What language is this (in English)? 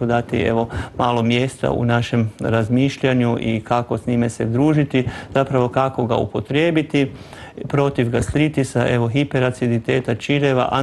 Croatian